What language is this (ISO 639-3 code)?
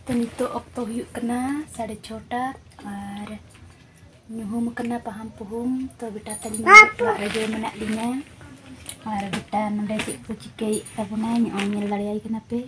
sat